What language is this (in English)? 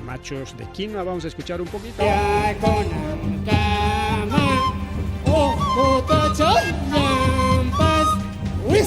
Ayacucho Quechua